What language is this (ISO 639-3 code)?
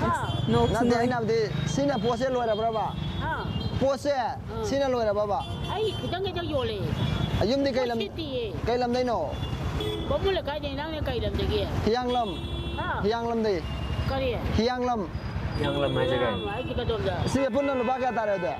mni